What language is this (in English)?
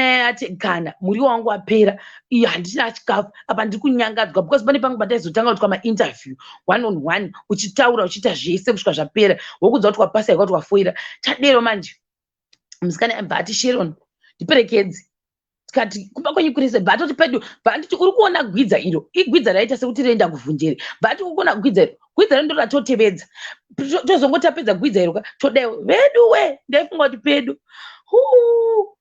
Shona